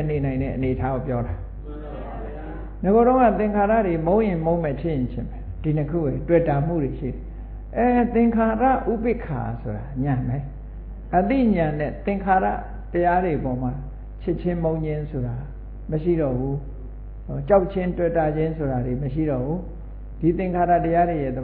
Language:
Burmese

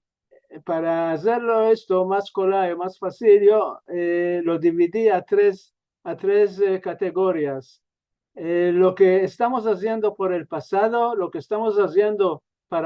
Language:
Ladino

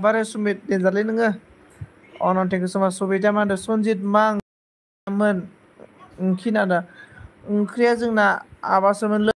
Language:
Bodo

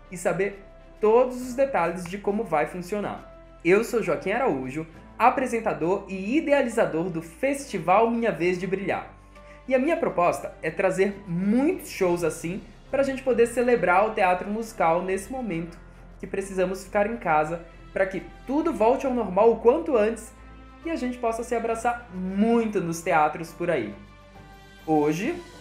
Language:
Portuguese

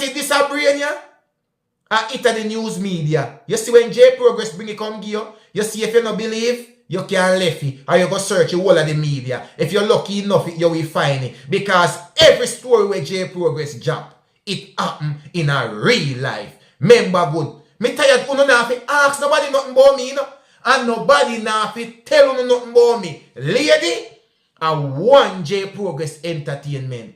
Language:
Jamaican Creole English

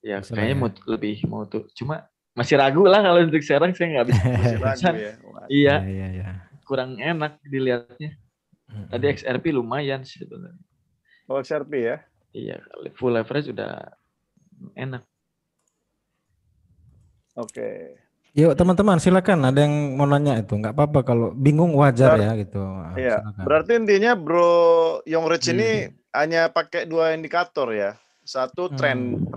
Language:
Indonesian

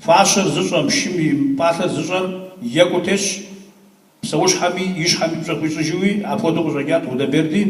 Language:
Kabardian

